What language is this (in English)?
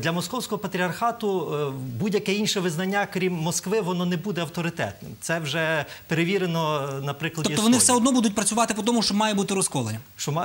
Ukrainian